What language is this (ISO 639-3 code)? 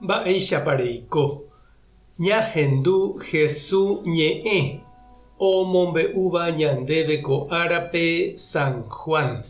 grn